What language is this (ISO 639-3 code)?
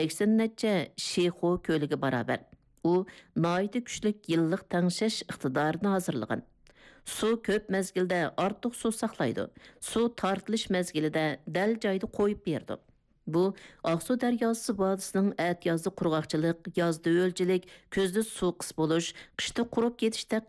uig